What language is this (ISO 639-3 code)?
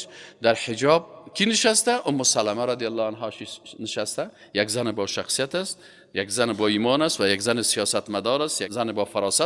fas